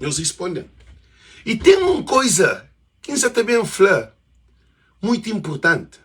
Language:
Kabuverdianu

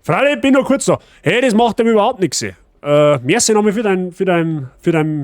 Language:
Bavarian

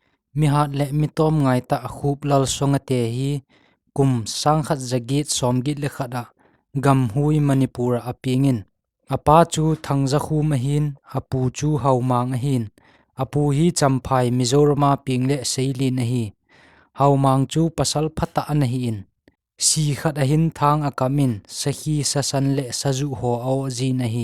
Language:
Thado Chin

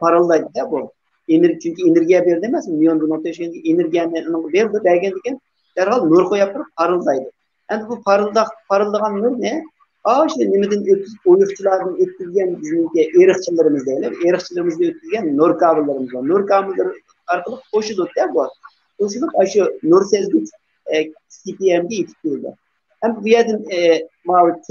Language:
Uyghur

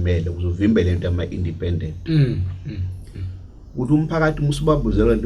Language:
Zulu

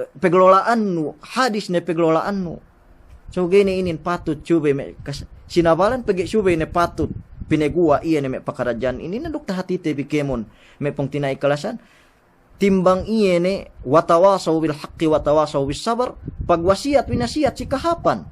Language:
Yakan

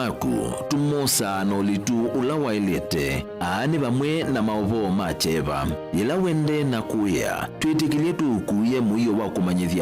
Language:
Kamba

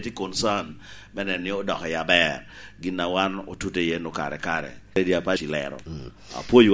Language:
Lango (Uganda)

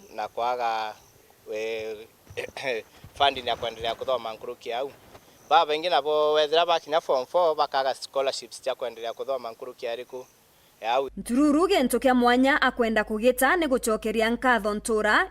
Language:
Meru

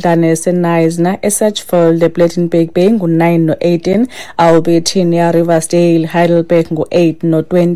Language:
Xhosa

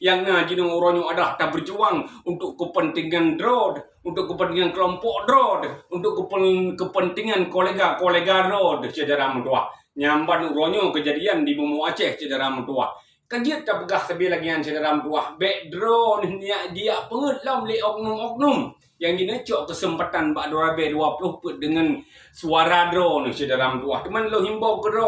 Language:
Achinese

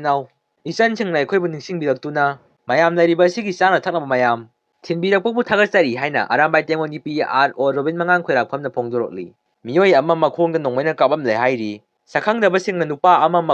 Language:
Manipuri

